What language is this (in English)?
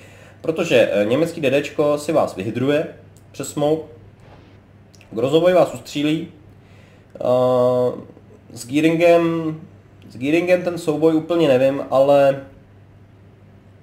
Czech